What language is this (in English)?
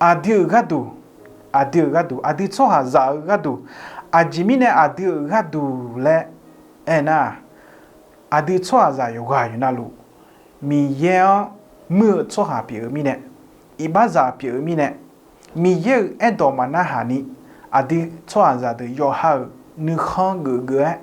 Akha